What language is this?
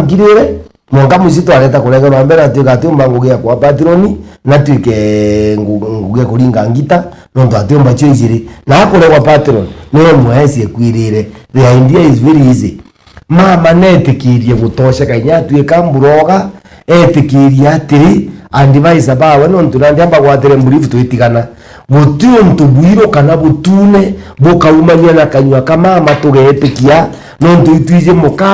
Meru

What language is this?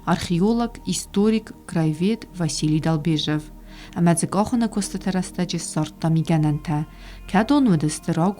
Ossetic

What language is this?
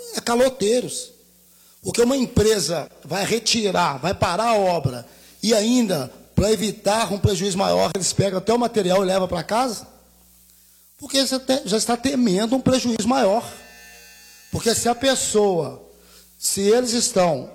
Portuguese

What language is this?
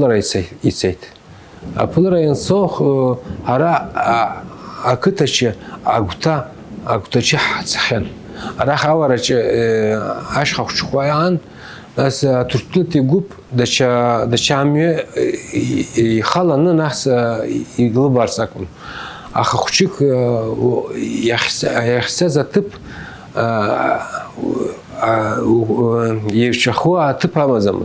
Abkhazian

